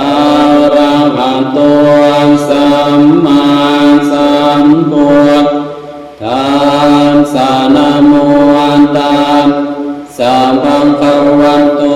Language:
Pali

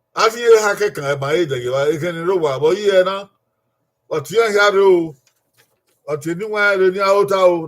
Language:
Bini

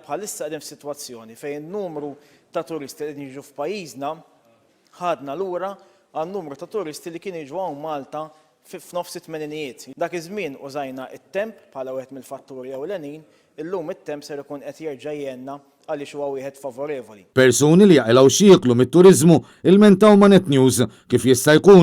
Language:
Maltese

